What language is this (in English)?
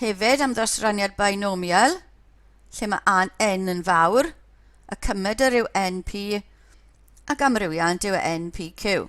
Welsh